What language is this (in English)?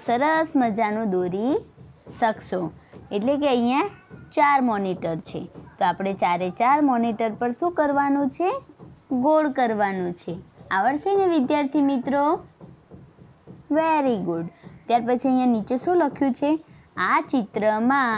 Gujarati